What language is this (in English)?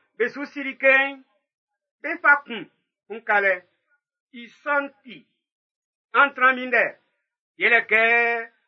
Baoulé